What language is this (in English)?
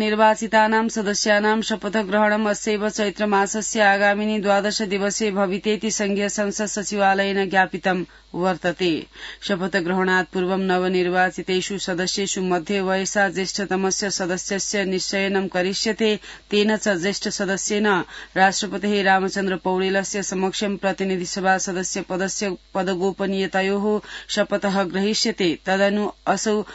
Sanskrit